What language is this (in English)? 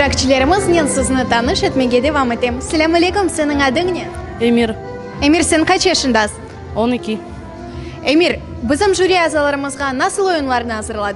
Crimean Tatar